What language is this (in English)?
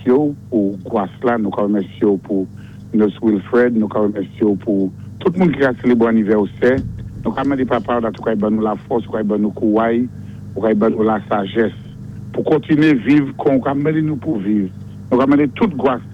Saint Lucian Creole French